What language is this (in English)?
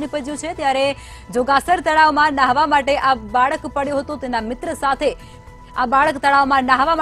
Gujarati